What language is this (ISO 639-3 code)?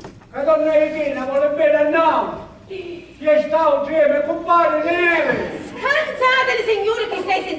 scn